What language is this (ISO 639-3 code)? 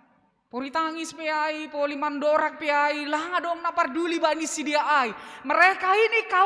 bts